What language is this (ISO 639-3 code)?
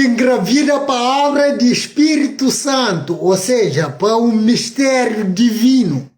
kea